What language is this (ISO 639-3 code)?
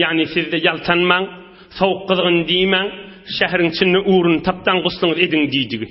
tuk